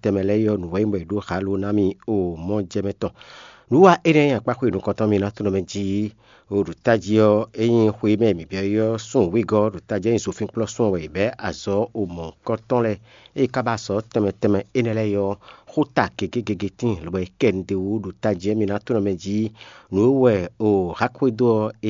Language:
Fon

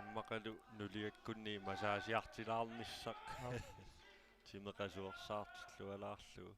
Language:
Kalaallisut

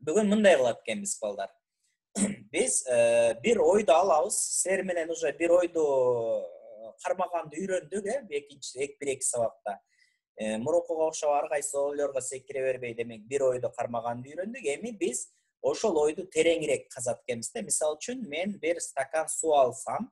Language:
Kyrgyz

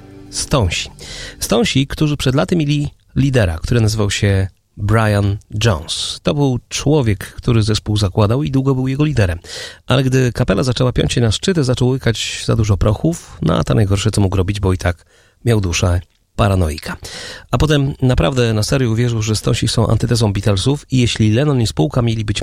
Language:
Polish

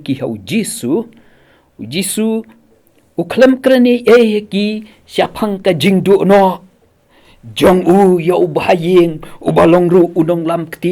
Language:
Khasi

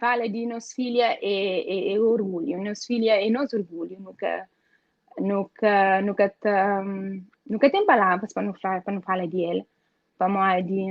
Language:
Kabuverdianu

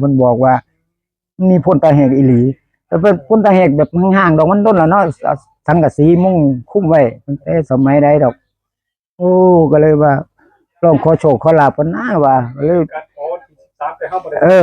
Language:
Northeastern Thai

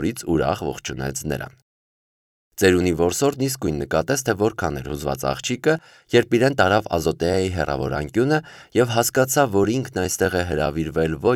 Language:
Armenian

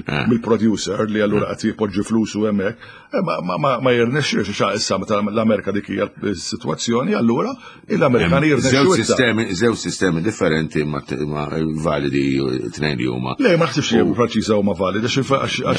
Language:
Maltese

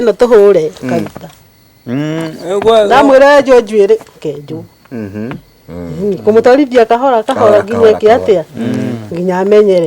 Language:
Kikuyu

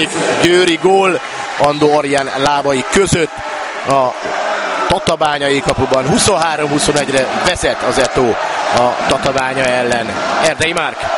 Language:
Hungarian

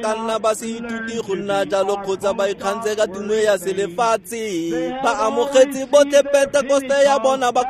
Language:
Tswana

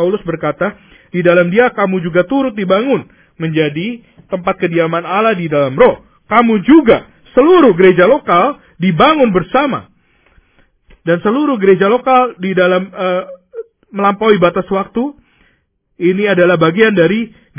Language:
Indonesian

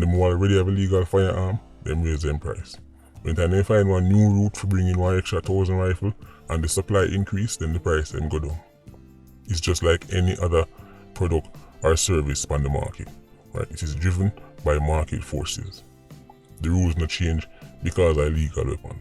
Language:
Jamaican Creole English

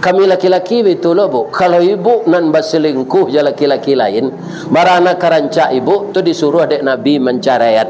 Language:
Minangkabau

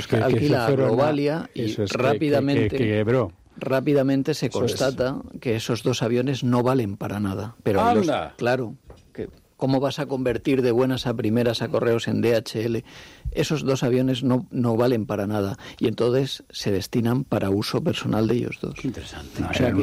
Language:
Spanish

